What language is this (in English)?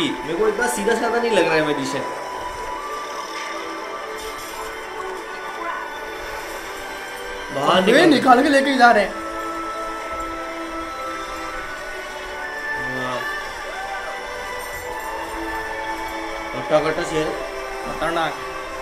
Hindi